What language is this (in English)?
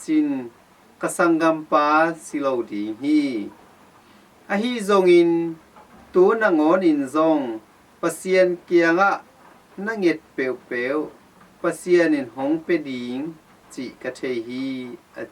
Tedim Chin